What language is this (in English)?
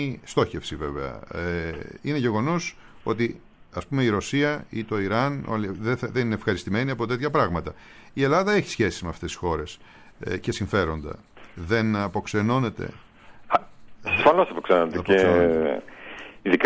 Greek